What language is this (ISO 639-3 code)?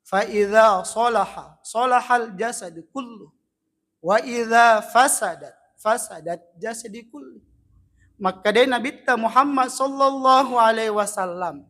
bug